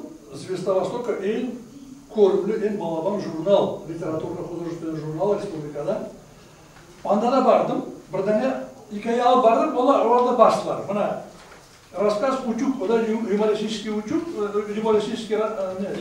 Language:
Crimean Tatar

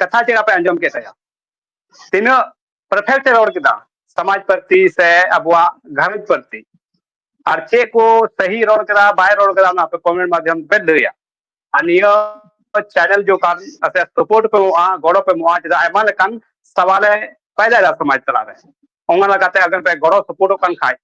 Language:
Santali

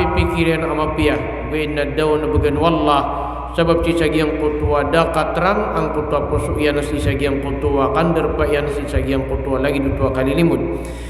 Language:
Maranao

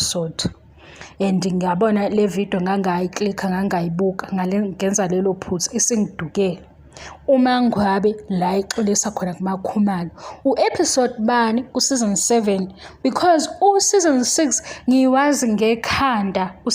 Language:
Zulu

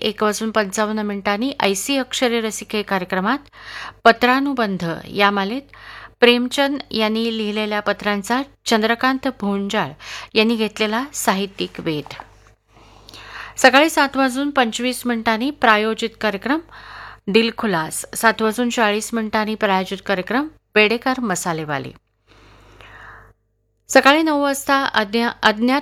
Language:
Marathi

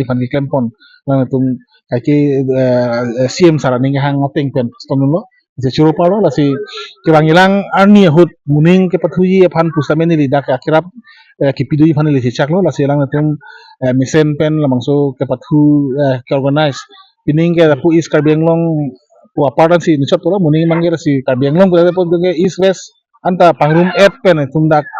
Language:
Karbi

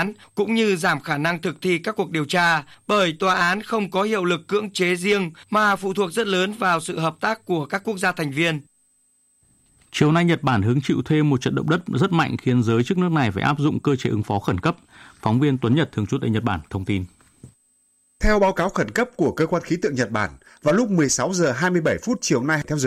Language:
Vietnamese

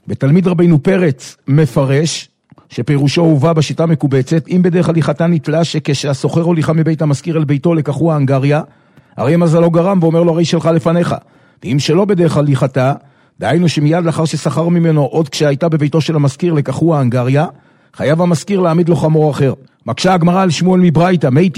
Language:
Hebrew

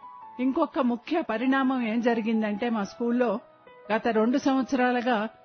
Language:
Telugu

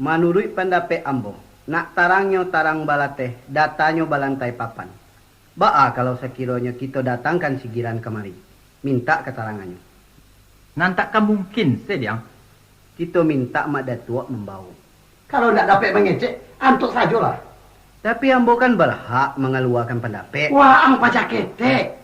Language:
Minangkabau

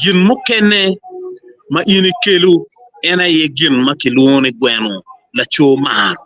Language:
Acoli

